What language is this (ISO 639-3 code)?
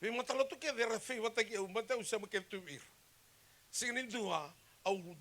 fij